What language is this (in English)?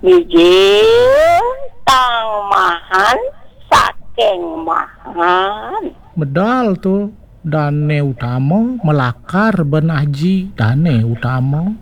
Balinese